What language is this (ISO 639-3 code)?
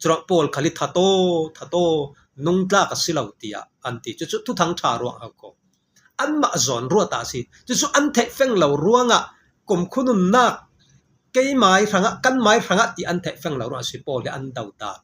cfm